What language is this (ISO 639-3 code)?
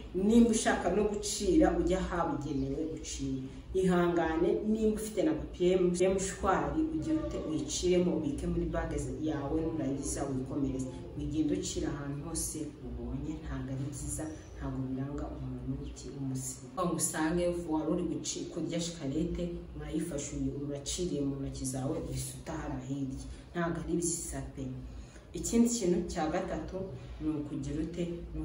kin